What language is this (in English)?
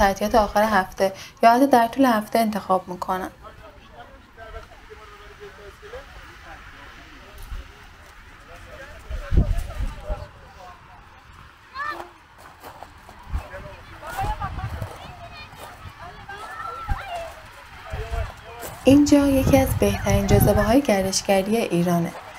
Persian